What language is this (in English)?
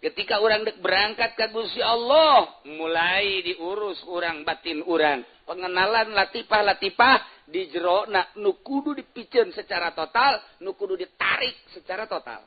Sundanese